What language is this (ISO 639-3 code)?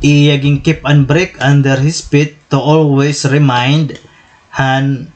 war